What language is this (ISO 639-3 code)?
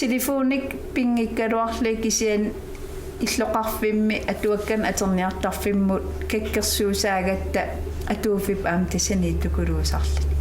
kal